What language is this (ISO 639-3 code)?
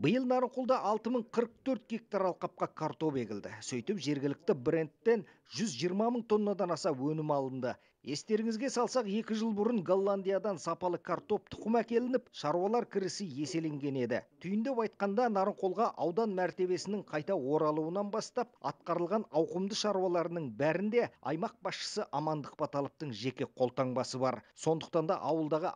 kaz